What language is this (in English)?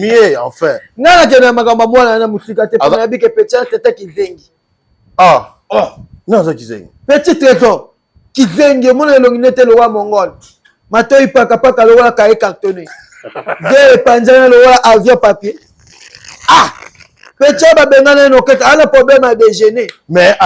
Lingala